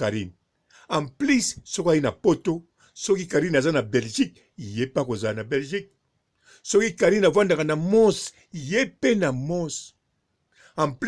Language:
Lingala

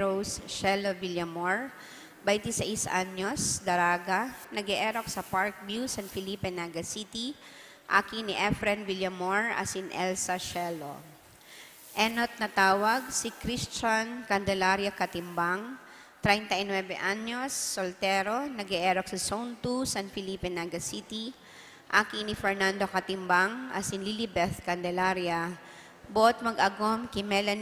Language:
Bikol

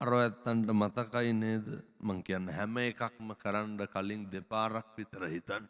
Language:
Sinhala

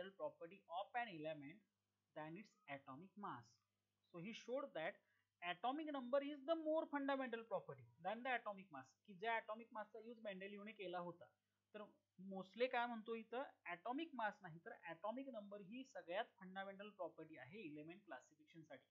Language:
Marathi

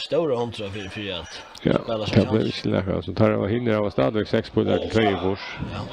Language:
Faroese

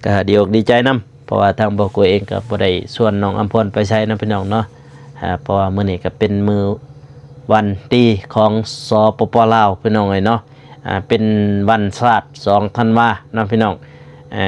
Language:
Lao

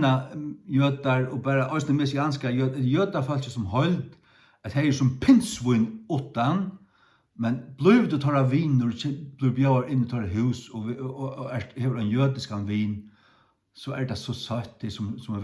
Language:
Faroese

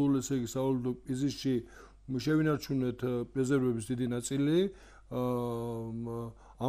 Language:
Georgian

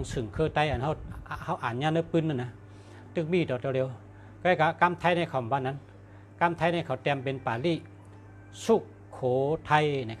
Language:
Shan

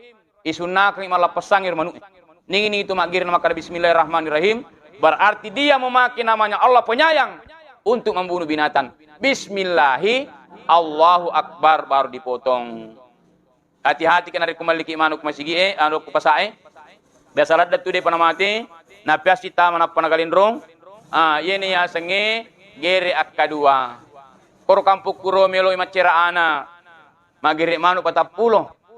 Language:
Buginese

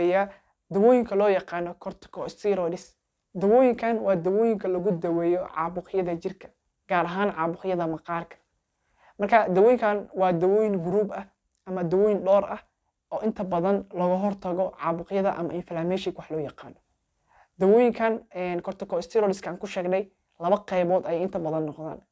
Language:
Somali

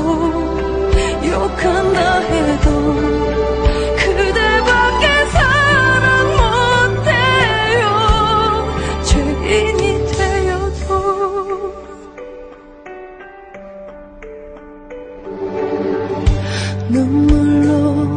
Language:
Korean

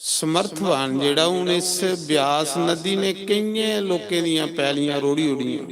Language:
Dogri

